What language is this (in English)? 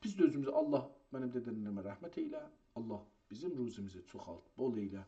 South Azerbaijani